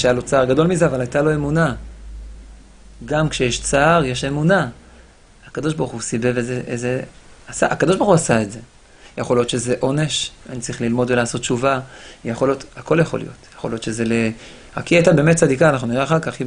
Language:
Hebrew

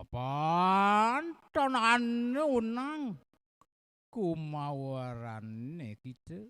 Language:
Balinese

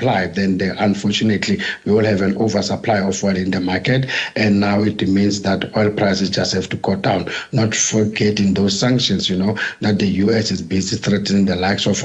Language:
Venda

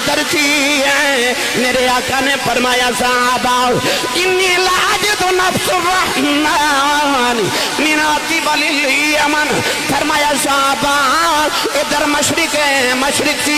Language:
Urdu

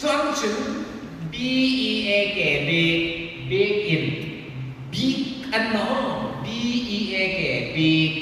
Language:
Hmar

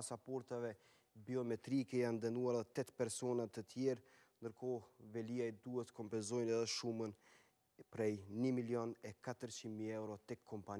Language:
Albanian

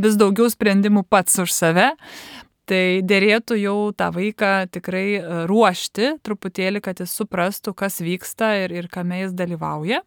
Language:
Lithuanian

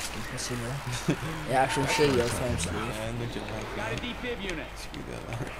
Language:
Faroese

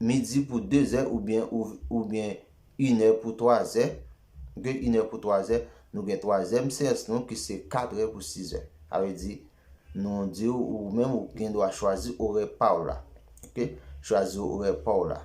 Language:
Haitian Creole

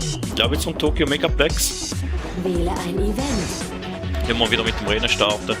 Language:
Swiss German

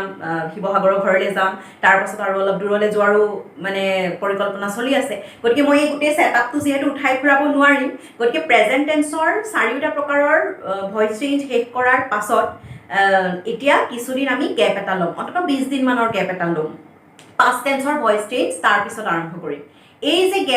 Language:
Assamese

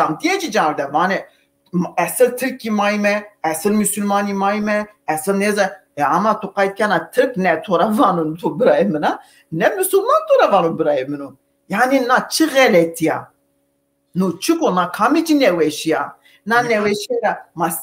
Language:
Zaza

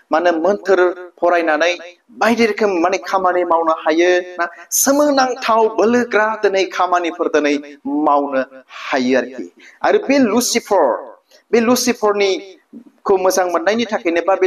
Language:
Bodo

